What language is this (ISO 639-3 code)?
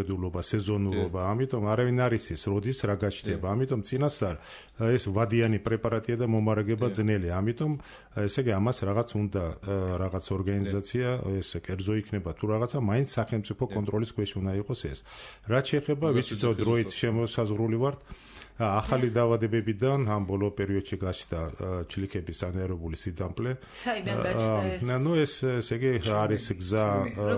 kat